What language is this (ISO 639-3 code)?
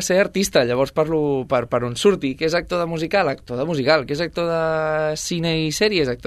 cat